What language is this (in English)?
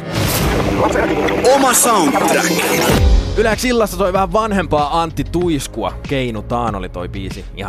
Finnish